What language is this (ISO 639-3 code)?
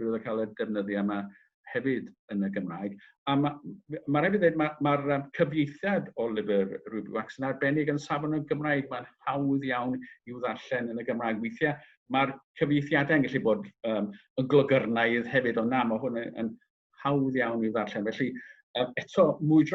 cym